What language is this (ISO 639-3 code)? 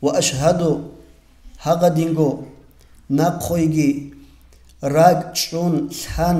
ava